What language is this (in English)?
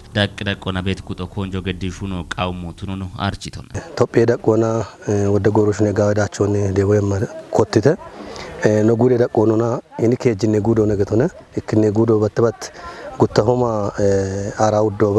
Kafa